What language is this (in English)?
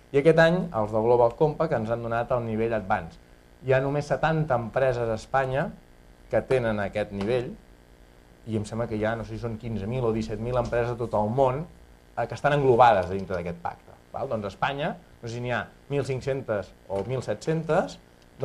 Catalan